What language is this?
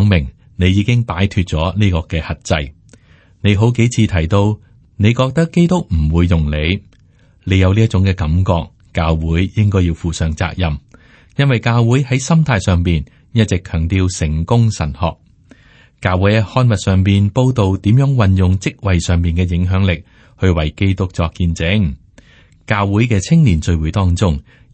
Cantonese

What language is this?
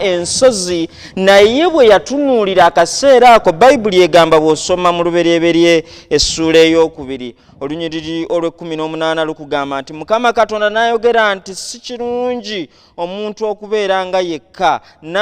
Ganda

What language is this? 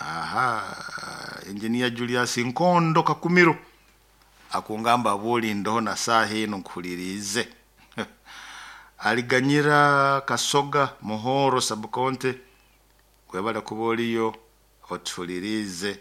Nyoro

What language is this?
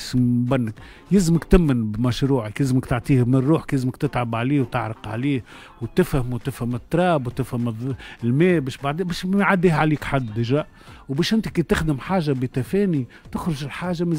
Tunisian Arabic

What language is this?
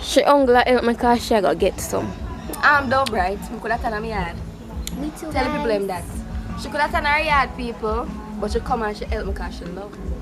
Jamaican Creole English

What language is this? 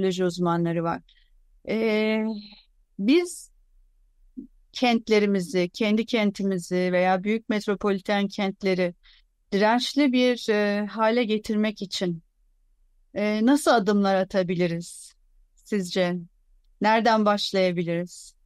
Turkish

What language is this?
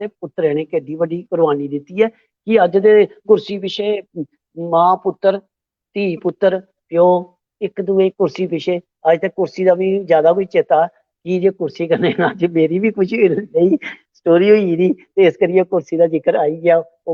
Dogri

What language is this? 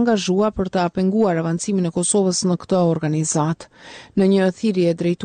Albanian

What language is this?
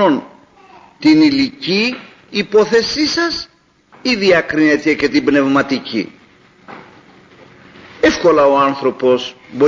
Greek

